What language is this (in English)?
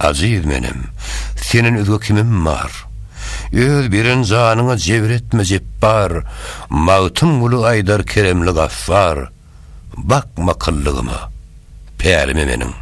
Turkmen